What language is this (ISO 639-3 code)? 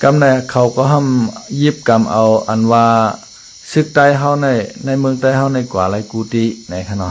shn